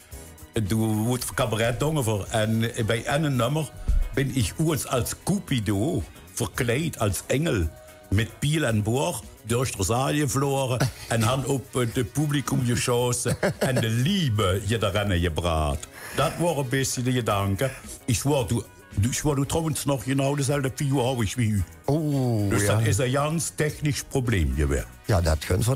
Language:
Limburgish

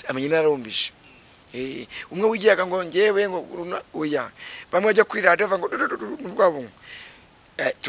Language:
Kinyarwanda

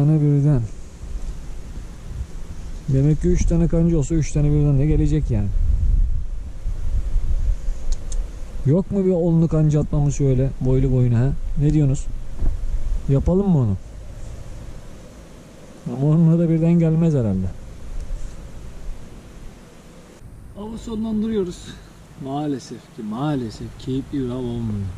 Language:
Turkish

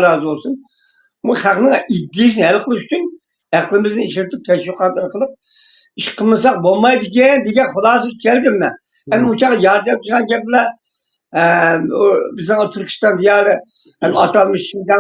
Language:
Uyghur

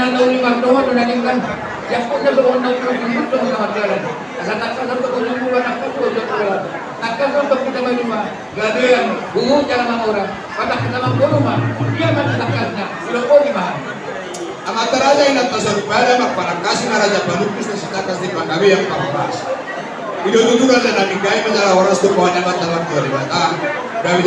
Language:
Batak Toba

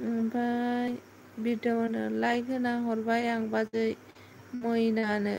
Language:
Bodo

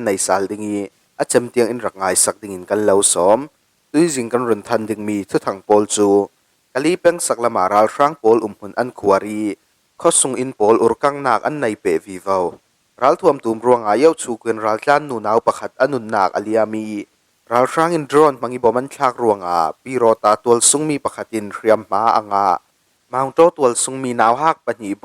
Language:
Falam Chin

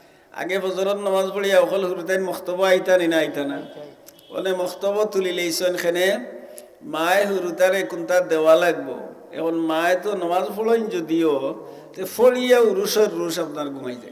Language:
Sylheti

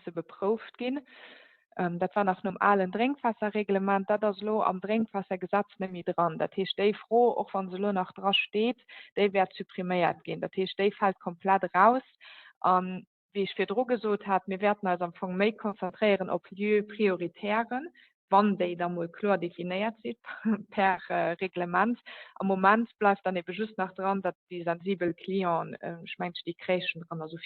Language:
Luxembourgish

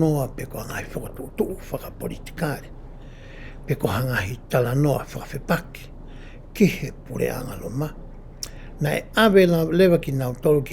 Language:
Tongan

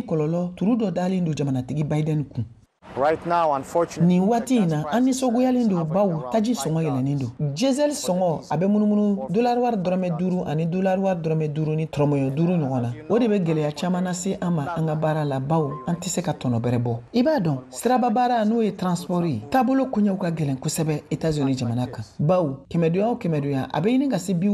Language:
Bambara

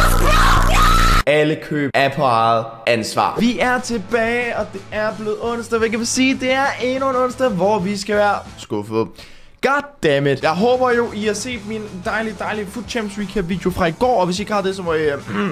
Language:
Danish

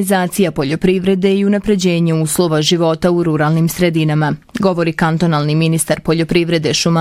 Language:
Bosnian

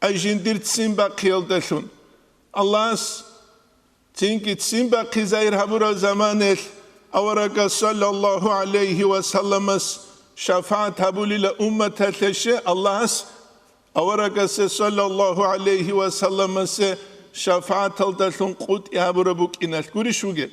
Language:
Avaric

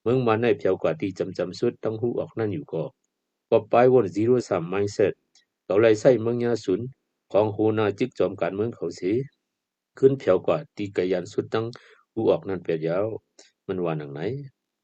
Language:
Shan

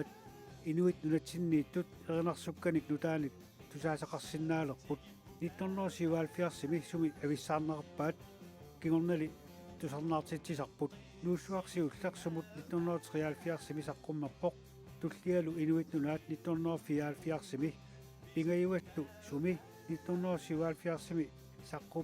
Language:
Kalaallisut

